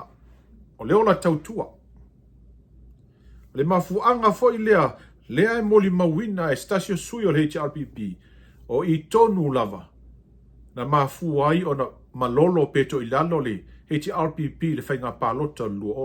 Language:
Samoan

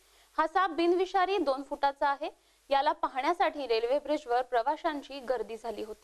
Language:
Marathi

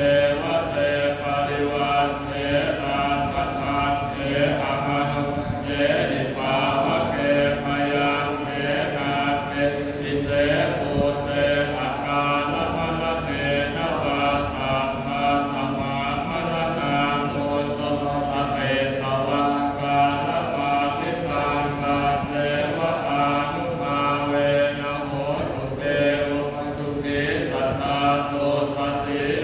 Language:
Pali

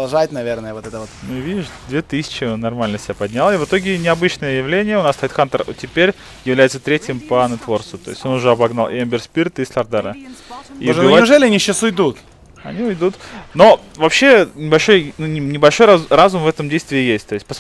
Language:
Russian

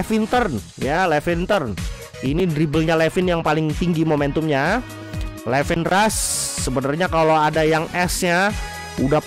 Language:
Indonesian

